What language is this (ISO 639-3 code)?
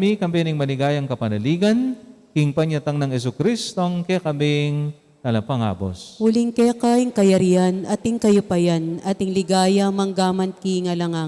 pam